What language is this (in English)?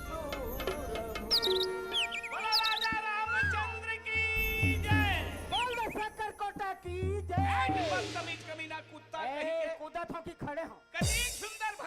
Chhattisgarhi